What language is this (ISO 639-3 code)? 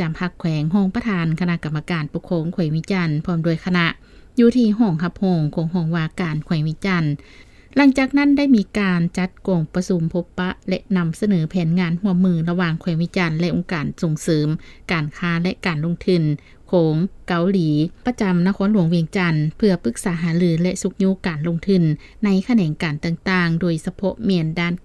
lao